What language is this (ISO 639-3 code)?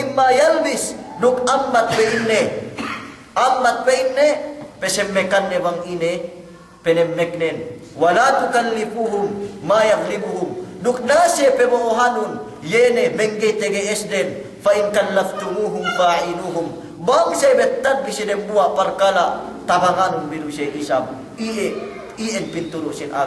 yka